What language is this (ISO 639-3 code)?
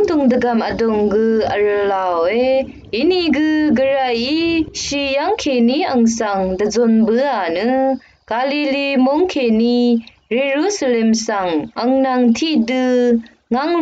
raw